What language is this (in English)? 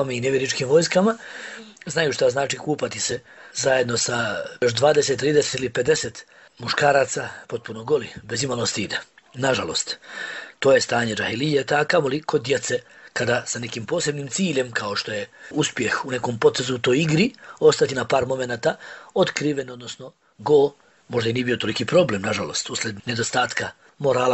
Bosnian